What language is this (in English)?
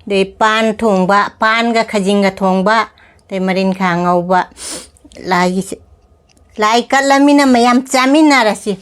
Manipuri